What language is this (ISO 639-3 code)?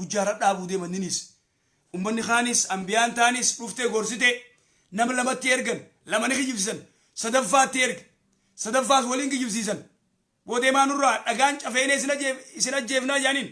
orm